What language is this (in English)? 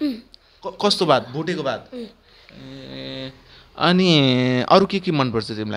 Nepali